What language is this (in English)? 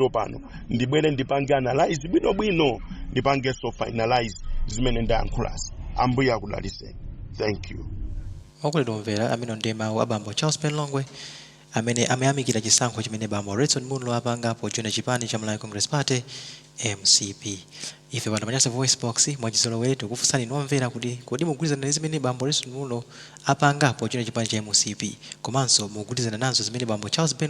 Nyanja